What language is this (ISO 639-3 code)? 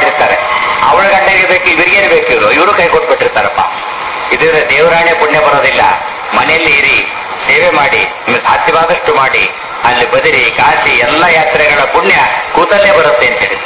kan